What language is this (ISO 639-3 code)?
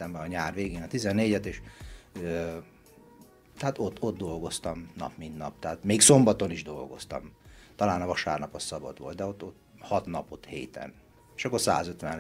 hun